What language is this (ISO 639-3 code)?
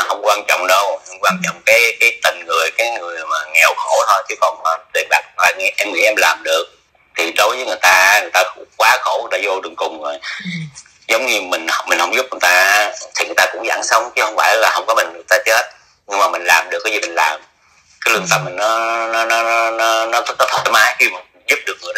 vie